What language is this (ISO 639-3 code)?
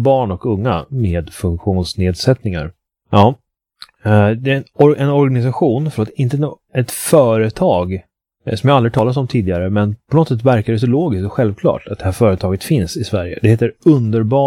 swe